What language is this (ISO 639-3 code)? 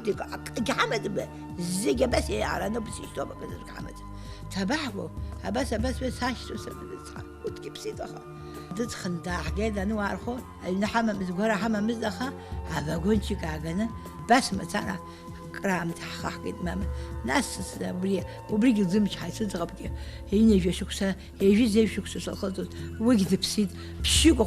abk